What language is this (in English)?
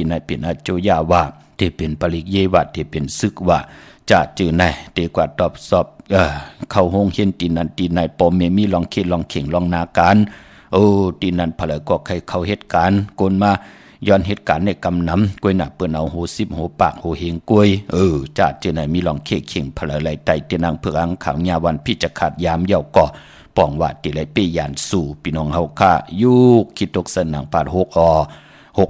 Shan